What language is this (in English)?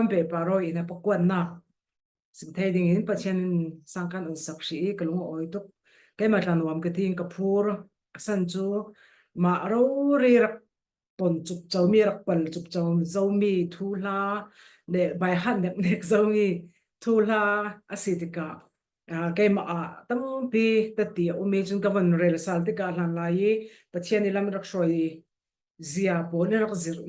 Falam Chin